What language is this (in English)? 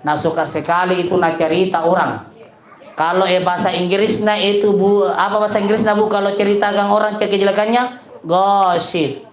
Makasar